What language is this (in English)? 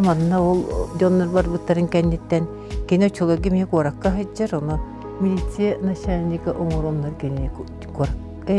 Yakut